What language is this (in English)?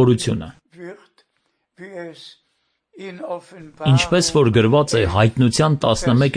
Armenian